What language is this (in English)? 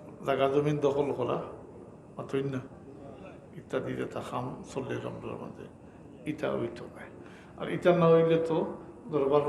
Sylheti